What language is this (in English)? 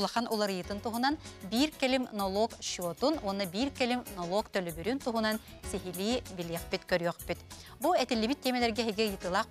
Yakut